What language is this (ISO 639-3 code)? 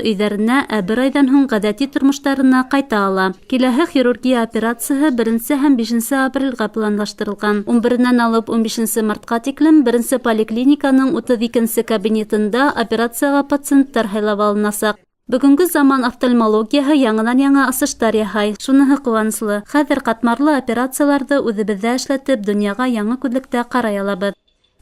bak